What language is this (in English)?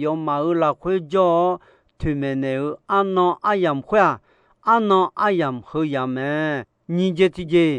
Akha